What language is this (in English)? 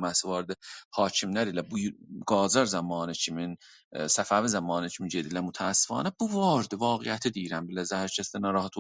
South Azerbaijani